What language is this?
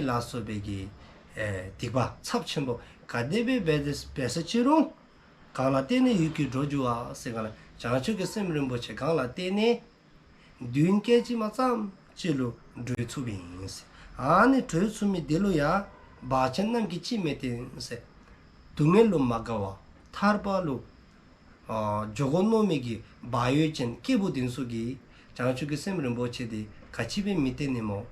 Dzongkha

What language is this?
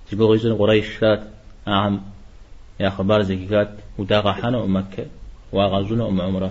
Kabardian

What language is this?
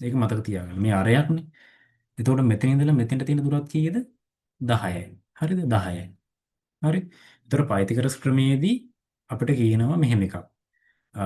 Sinhala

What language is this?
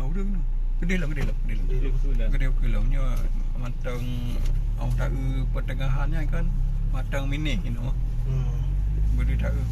Achinese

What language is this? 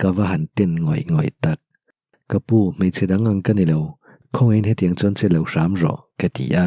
Mizo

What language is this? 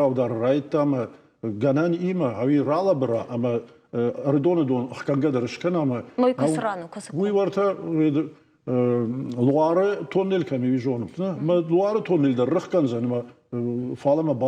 Ossetic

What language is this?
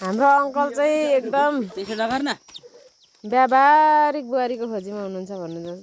Nepali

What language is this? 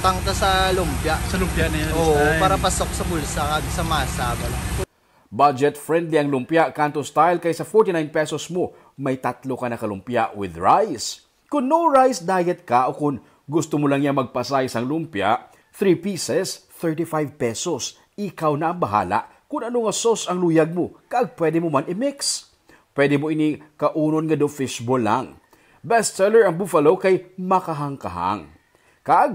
Hiligaynon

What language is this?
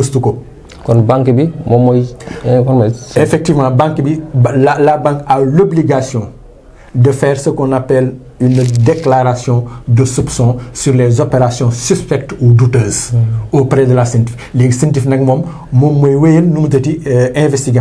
Wolof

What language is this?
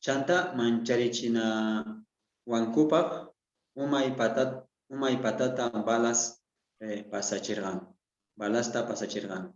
South Bolivian Quechua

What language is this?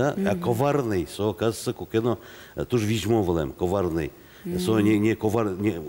Udmurt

